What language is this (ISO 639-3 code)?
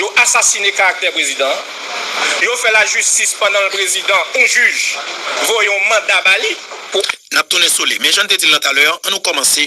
hat